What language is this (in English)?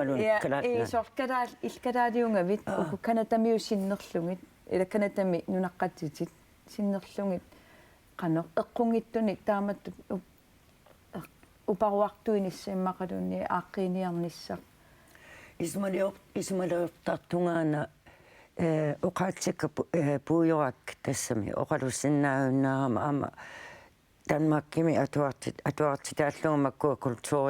Kalaallisut